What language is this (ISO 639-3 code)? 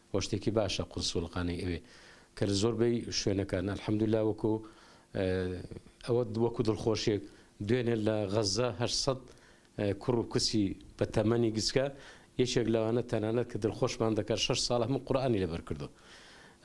ckb